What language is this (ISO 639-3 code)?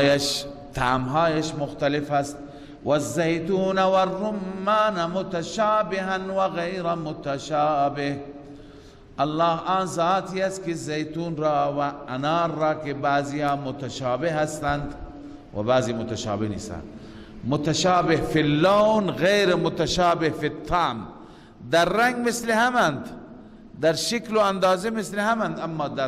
fas